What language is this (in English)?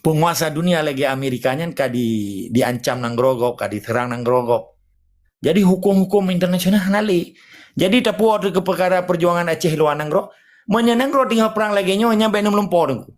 Achinese